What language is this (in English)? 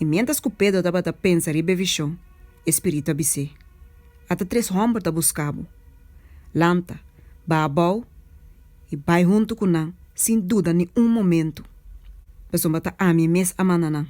Papiamento